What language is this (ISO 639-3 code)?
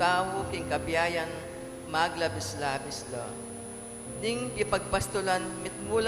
pam